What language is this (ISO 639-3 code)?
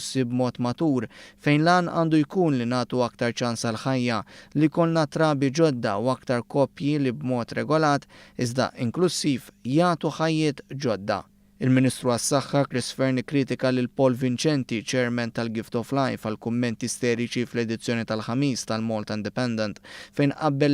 mlt